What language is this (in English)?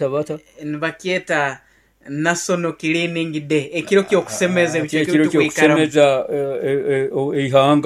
Nyoro